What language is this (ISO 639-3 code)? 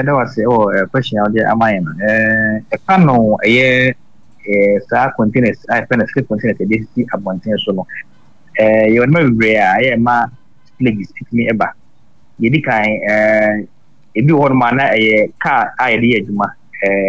aka